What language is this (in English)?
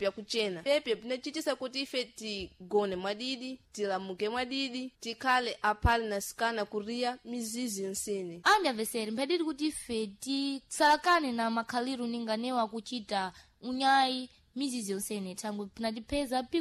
Sena